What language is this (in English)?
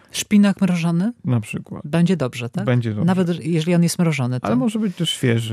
Polish